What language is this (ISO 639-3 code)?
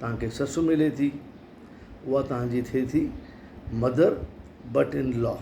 snd